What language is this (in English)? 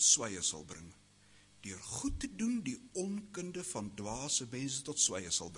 Afrikaans